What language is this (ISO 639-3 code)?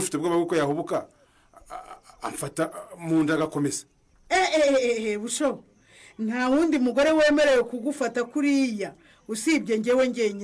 kin